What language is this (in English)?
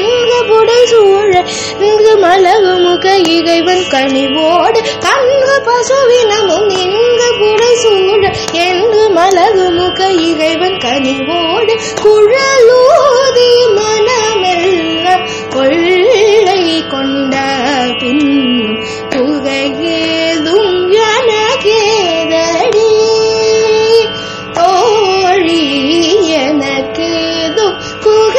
Tamil